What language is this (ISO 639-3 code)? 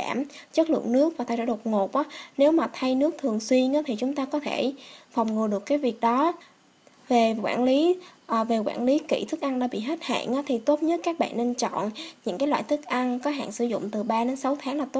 vie